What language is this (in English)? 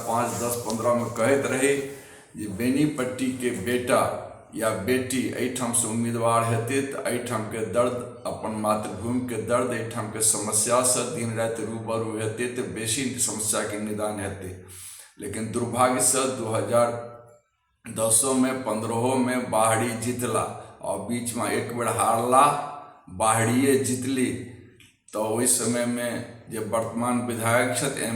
Maithili